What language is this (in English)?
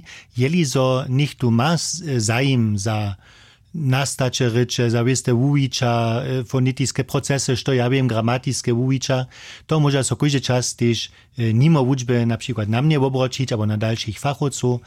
Upper Sorbian